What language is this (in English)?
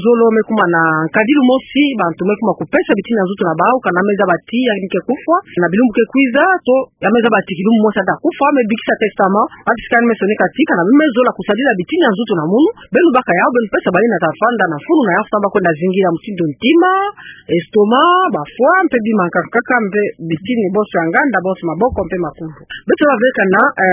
Kituba (Democratic Republic of Congo)